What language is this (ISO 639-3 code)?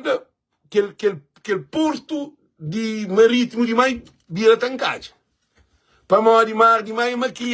kea